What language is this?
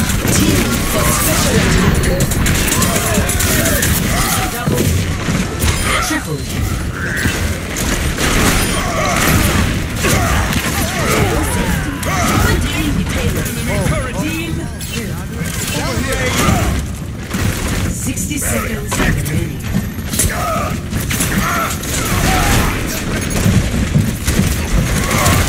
English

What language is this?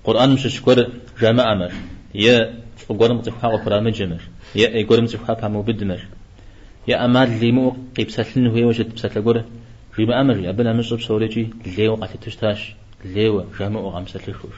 Kabardian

